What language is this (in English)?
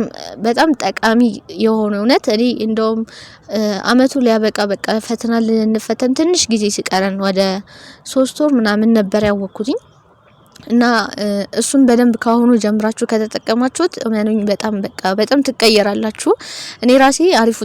Amharic